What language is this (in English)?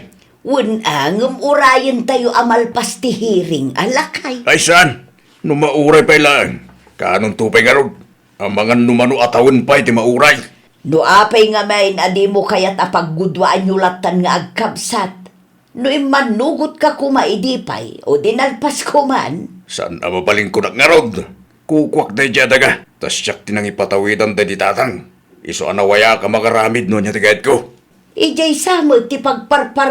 Iloko